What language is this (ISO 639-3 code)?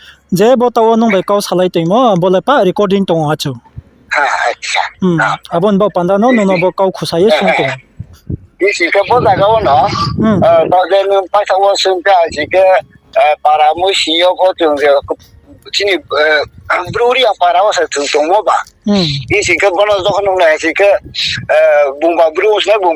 ria